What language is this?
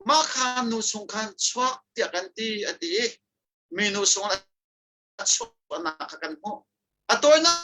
Hakha Chin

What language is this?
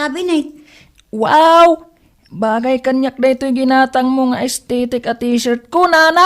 Iloko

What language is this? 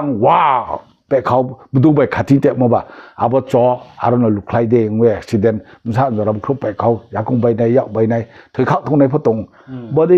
Riang (India)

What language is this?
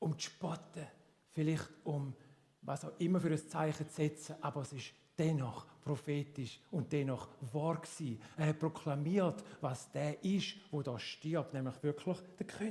Swiss German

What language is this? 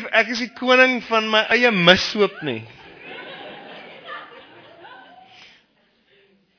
Afrikaans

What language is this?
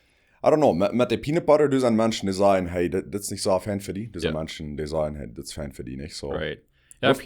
Plautdietsch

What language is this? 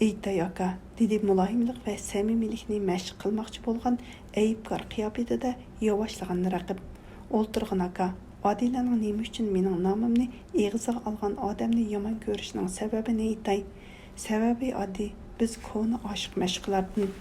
Uyghur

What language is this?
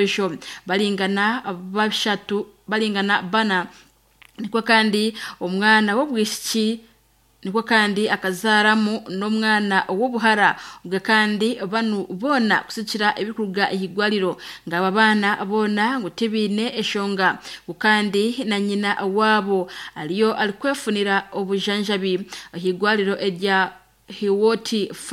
Nyankole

